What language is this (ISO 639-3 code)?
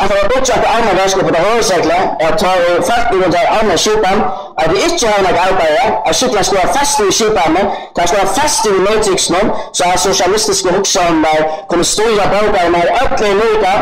fao